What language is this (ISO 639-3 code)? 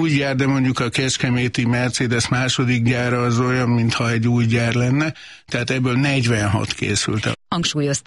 hun